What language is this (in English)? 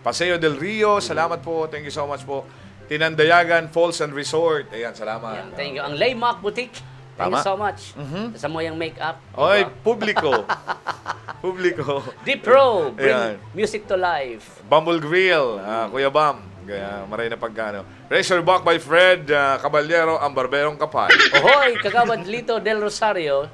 Bikol